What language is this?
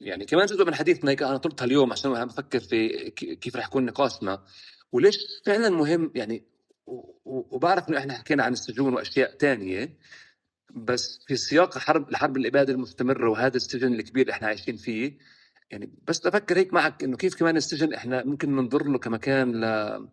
North Levantine Arabic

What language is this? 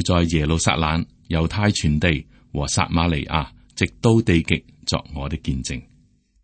Cantonese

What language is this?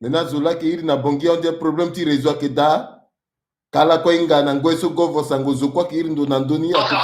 Sango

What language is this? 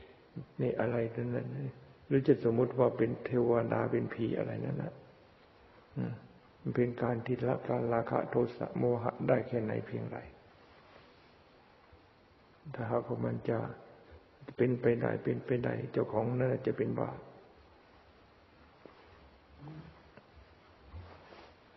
Thai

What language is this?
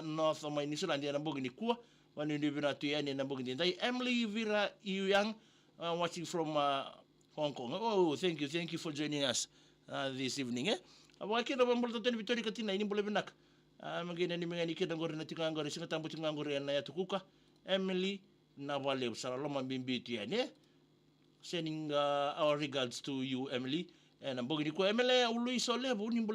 Fijian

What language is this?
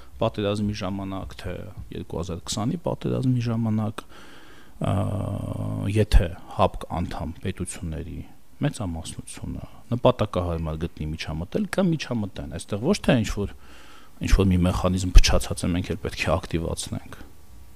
Armenian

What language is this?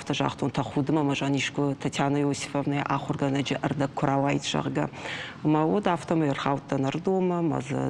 Ossetic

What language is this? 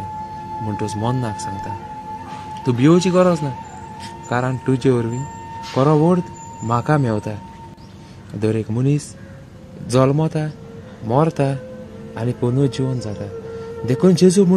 Konkani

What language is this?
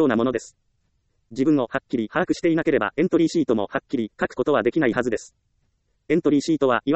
Japanese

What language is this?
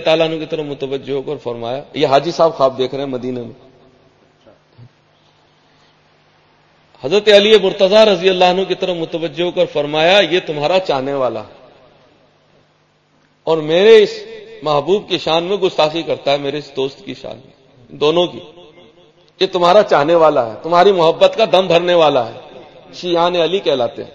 Urdu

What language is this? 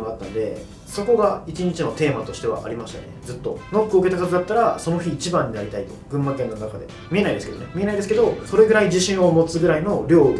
Japanese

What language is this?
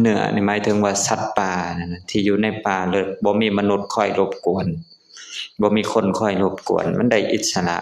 Lao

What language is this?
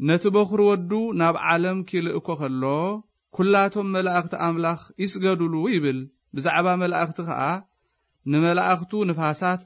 Tigrinya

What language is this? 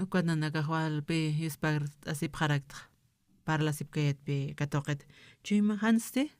Aymara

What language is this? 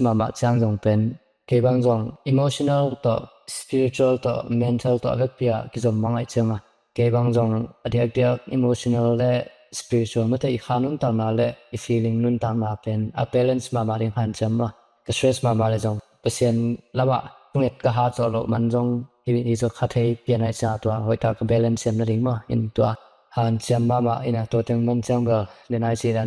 Tedim Chin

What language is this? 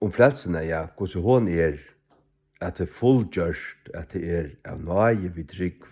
Faroese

